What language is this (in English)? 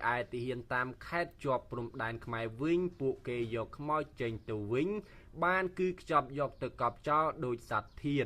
Khmer